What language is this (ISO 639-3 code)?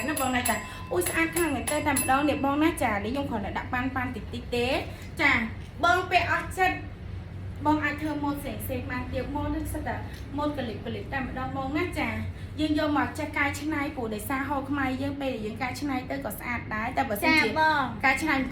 khm